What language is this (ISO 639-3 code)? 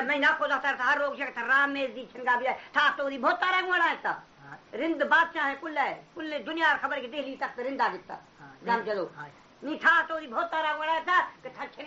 bal